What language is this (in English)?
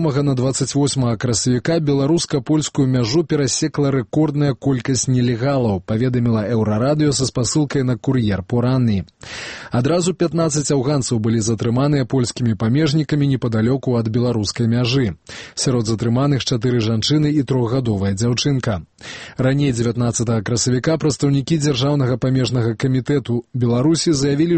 Belarusian